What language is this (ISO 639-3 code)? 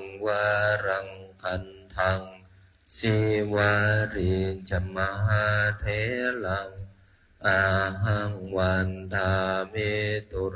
pli